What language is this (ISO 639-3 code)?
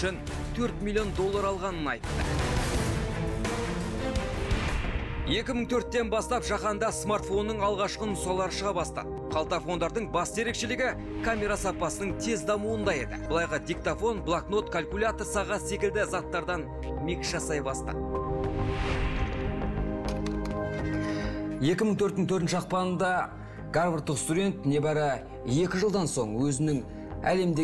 kaz